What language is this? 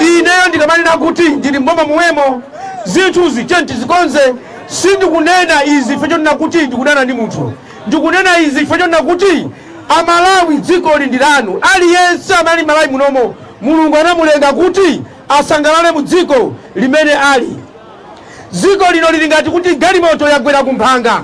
Nyanja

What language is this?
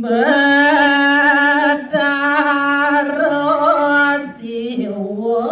Balinese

